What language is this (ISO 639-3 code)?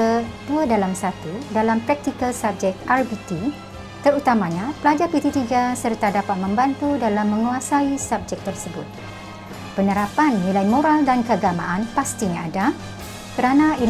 msa